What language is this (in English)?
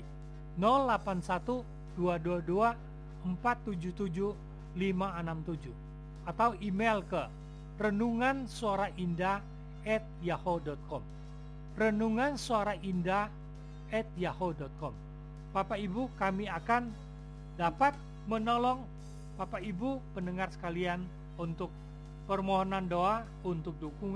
Indonesian